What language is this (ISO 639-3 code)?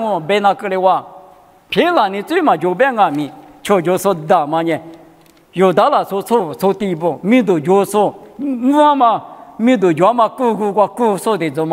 lis